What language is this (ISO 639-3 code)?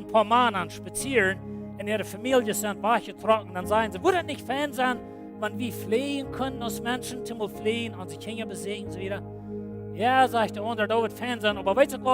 pdt